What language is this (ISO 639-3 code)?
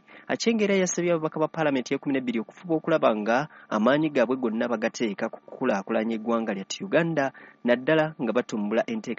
lug